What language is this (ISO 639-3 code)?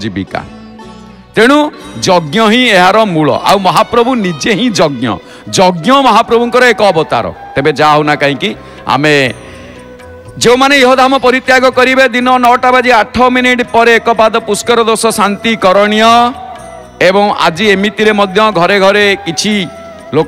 ori